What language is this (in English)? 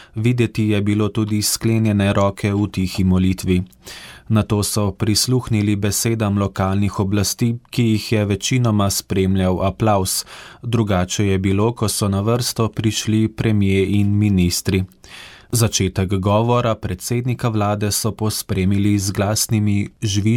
Slovenian